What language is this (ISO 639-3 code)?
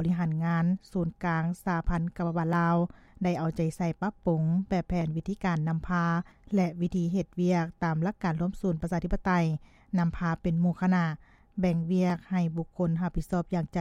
lao